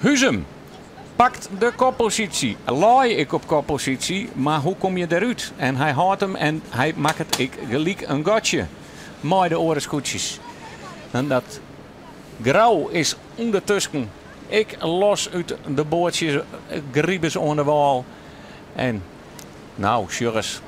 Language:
Western Frisian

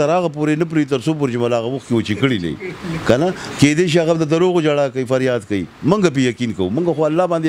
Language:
Pashto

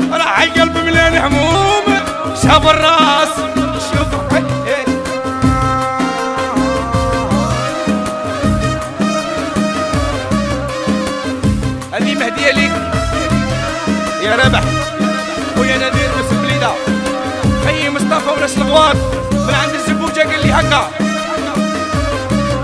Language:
Algerian Arabic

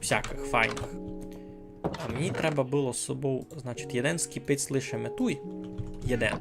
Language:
Rusyn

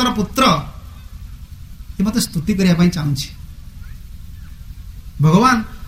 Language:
Odia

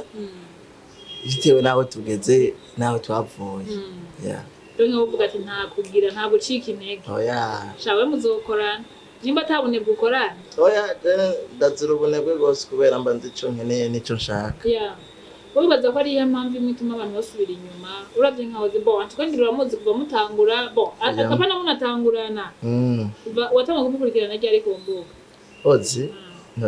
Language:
Rundi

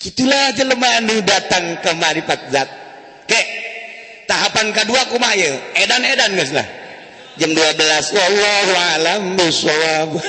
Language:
Sundanese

